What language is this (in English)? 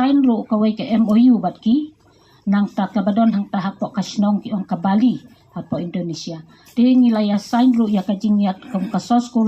Khasi